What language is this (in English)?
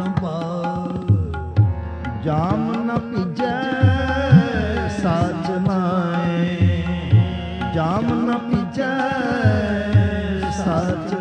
Punjabi